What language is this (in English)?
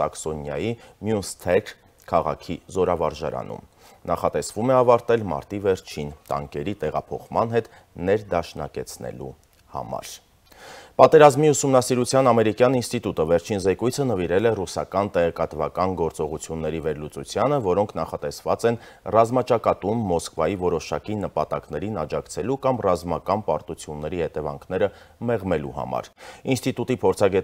Armenian